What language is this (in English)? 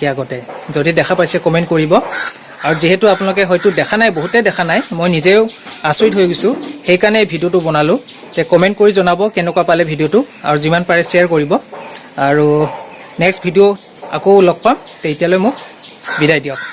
Assamese